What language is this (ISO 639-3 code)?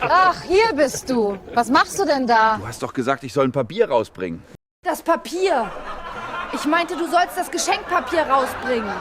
bar